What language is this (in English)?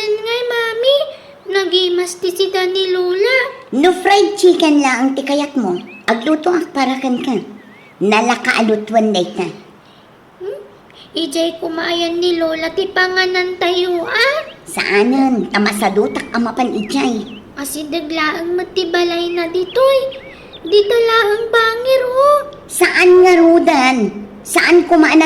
Iloko